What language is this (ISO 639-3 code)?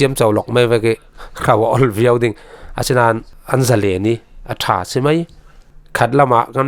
cfm